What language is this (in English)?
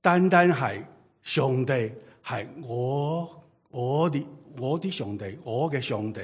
Cantonese